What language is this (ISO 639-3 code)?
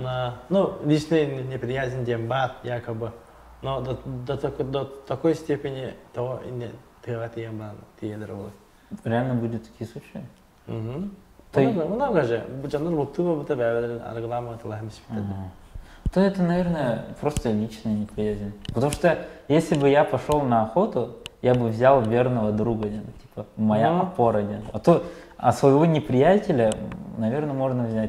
sah